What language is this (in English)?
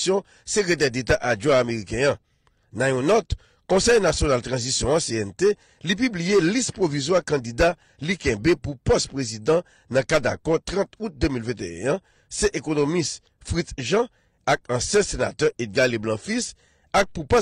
Haitian Creole